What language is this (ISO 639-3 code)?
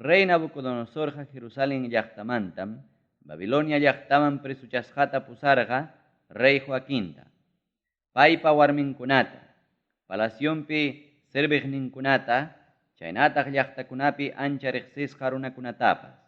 quy